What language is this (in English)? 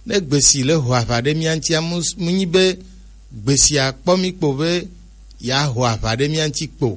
Gen